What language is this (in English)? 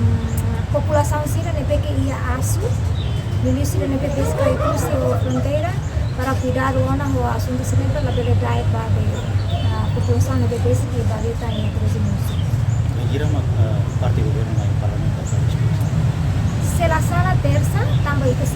Tetum